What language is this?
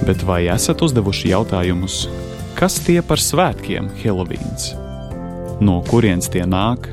Latvian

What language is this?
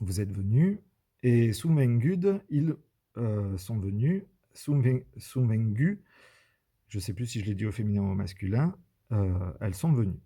Occitan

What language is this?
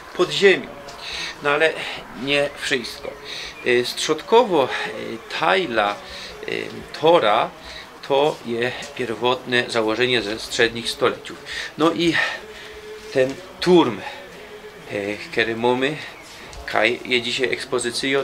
Silesian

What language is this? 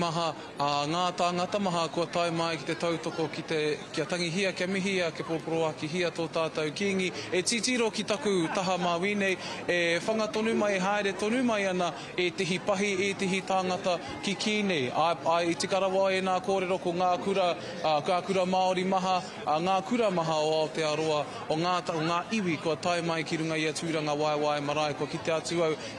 Māori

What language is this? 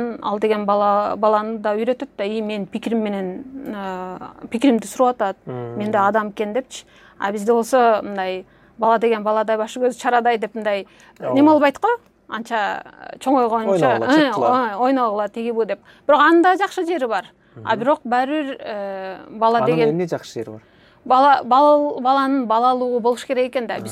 Kyrgyz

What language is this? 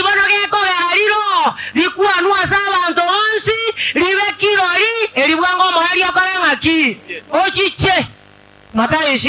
Gusii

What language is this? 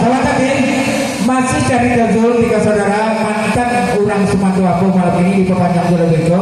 Minangkabau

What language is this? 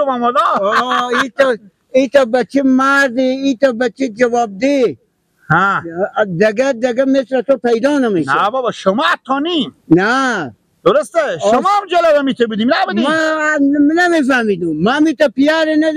Persian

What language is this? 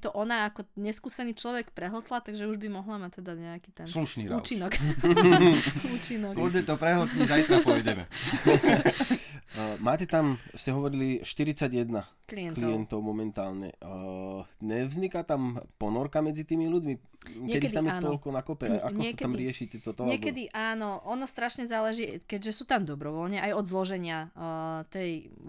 Slovak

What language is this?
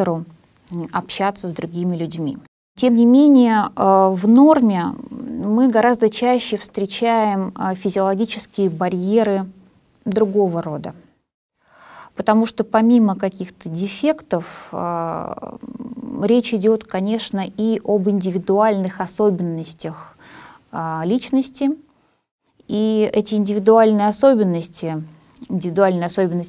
Russian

